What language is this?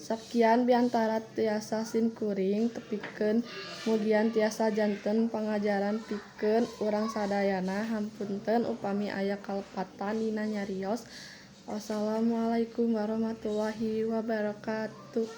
Sundanese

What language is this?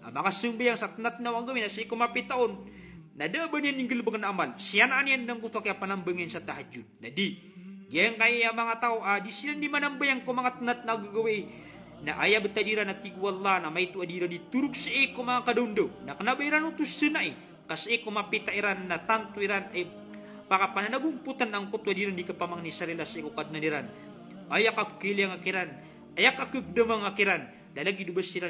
Maranao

